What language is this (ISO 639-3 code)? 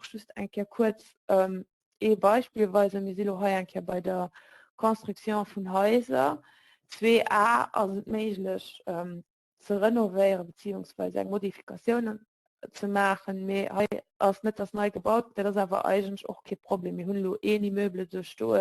ltz